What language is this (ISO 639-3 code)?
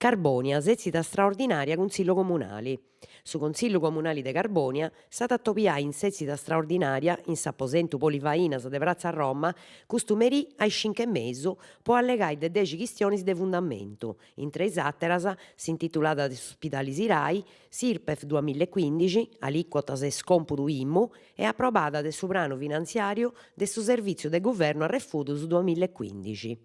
srd